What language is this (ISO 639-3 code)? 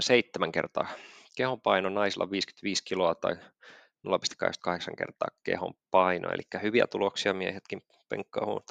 fin